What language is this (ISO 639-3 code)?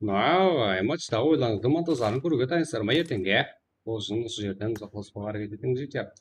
kaa